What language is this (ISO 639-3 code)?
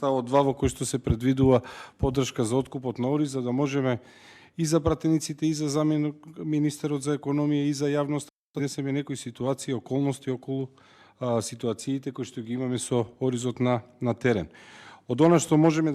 mkd